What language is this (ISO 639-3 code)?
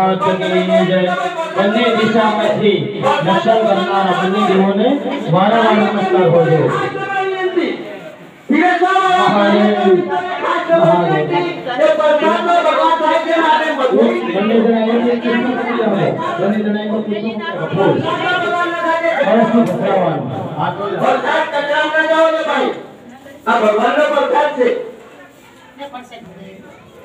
guj